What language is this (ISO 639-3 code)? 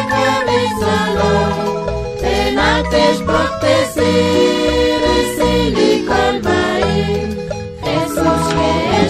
kek